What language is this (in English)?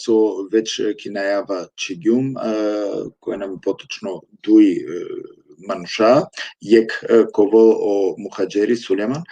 Balkan Romani